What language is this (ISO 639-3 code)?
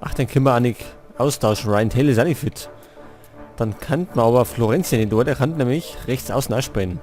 bar